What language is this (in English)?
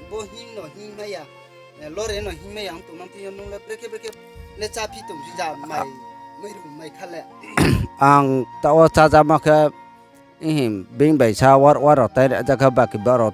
Riang (India)